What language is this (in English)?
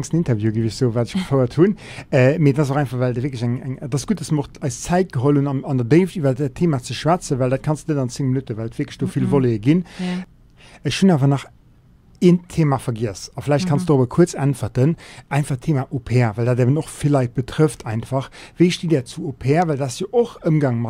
Luxembourgish